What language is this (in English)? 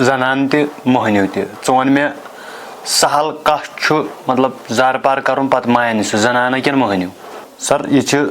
Kashmiri